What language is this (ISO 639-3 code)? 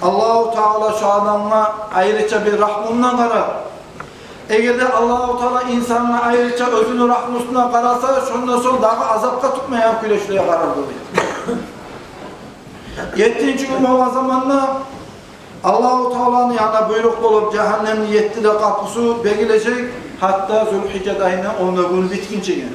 kum